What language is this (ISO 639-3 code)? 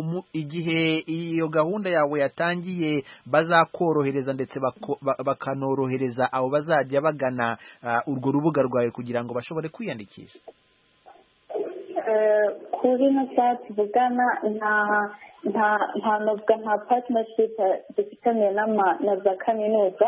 kin